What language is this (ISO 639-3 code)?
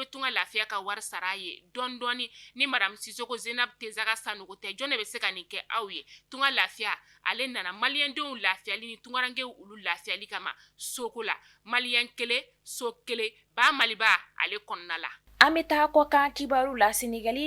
bam